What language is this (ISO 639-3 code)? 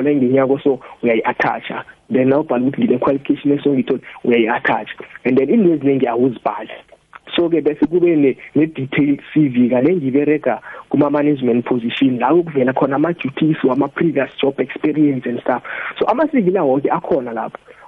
nbl